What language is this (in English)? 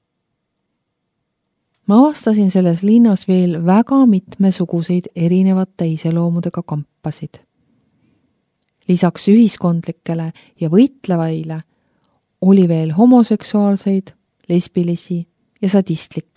Estonian